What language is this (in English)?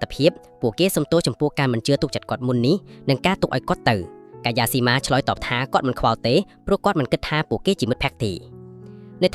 Khmer